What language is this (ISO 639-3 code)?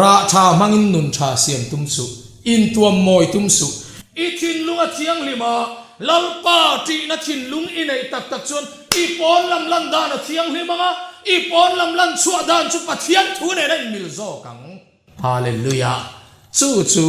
lus